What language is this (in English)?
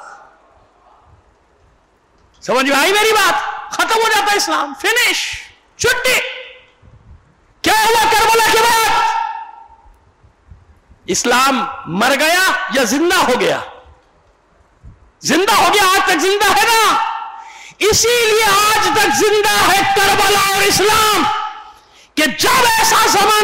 Urdu